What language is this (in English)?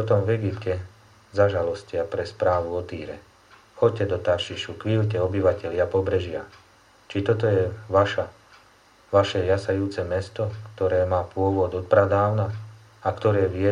Slovak